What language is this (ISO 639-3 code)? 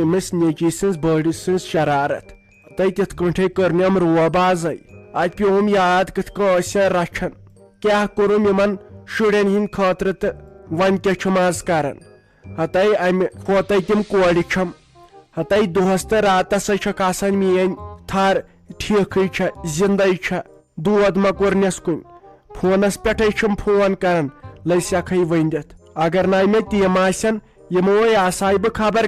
kas